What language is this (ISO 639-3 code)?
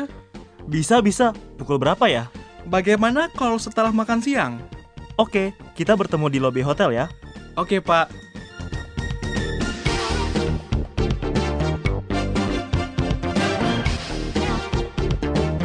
ind